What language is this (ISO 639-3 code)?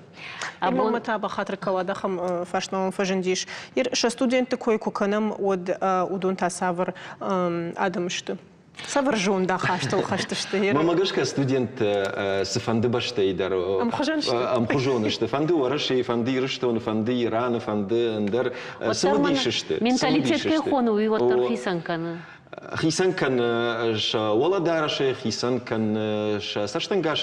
oss